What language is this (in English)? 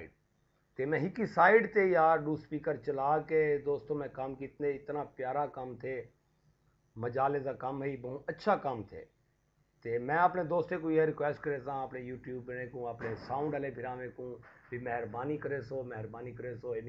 Saraiki